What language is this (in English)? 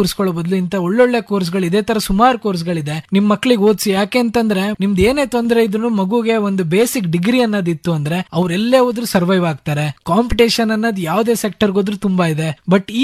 Kannada